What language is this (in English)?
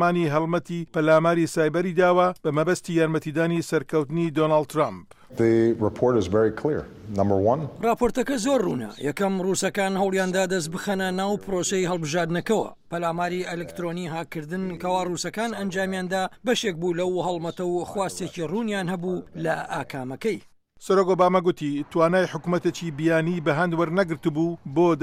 Central Kurdish